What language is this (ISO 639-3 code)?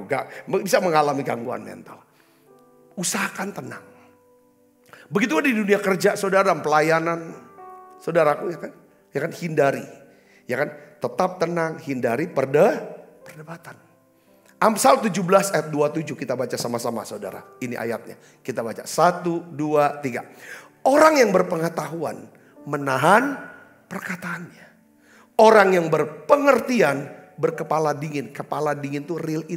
ind